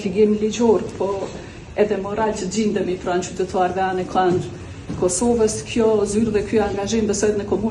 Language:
Albanian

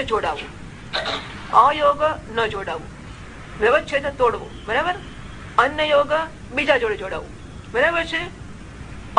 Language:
Gujarati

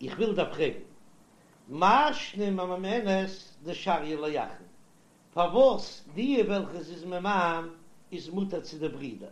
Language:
Yiddish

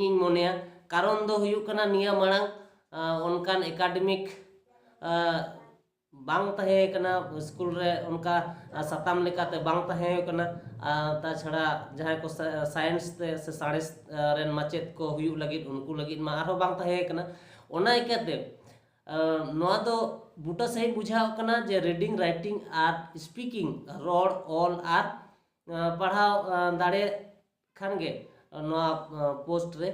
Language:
Santali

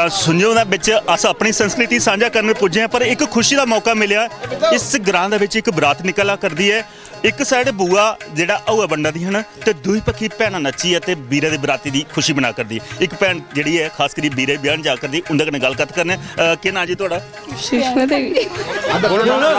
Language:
Dogri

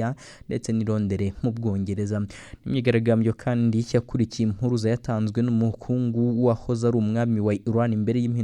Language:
Kinyarwanda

